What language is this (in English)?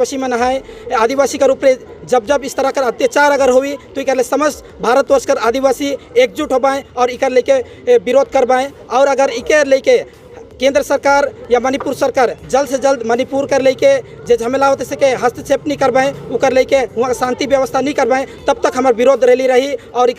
Sadri